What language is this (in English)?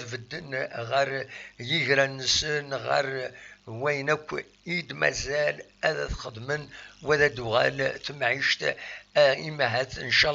Kabyle